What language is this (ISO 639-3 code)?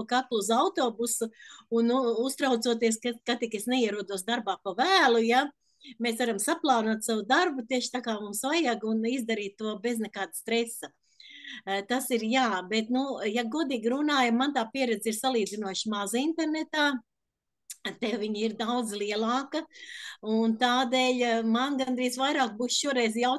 lav